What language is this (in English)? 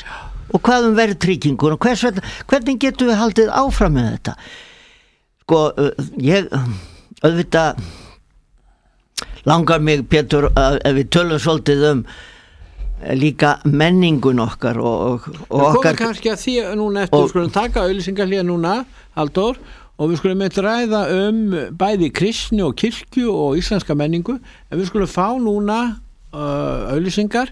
Icelandic